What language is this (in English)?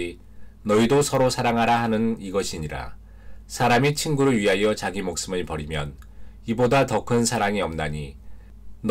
Korean